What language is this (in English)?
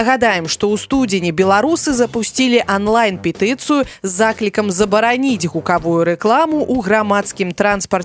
Belarusian